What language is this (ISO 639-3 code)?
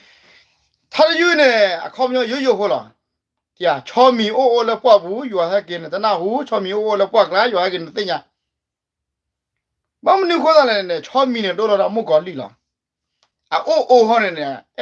ksw